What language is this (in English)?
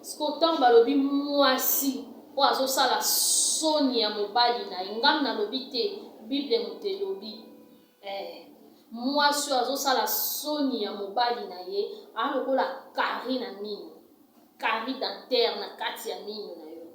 Lingala